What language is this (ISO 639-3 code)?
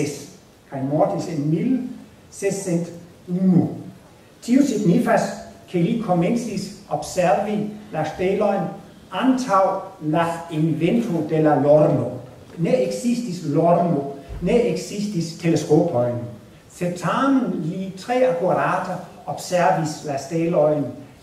epo